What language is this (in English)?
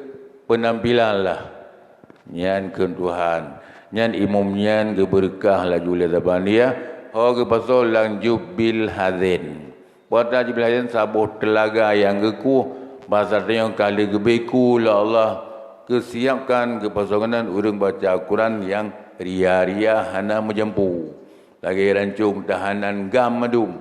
Achinese